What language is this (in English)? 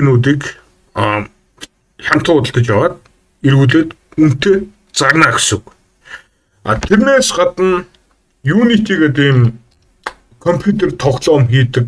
Mongolian